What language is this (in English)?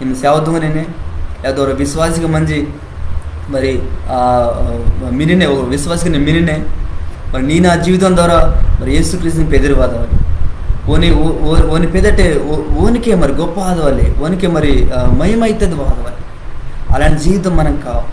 Koya